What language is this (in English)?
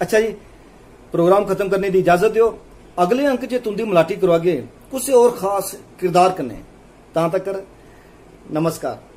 Dogri